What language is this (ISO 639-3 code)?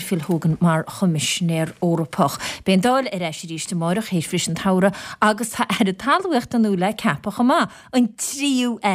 gle